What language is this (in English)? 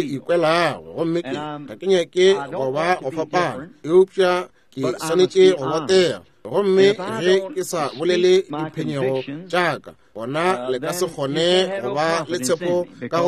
Northern Sotho